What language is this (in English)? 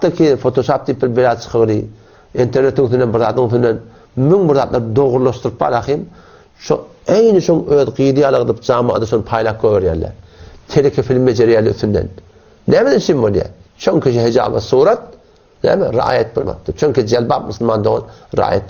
Turkmen